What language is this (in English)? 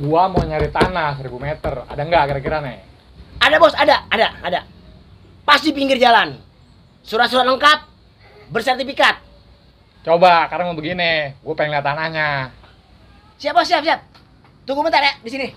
Betawi